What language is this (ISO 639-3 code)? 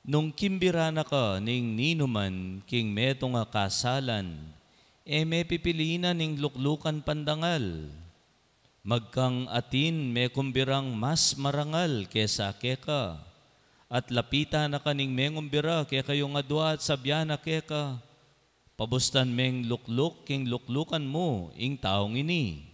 pam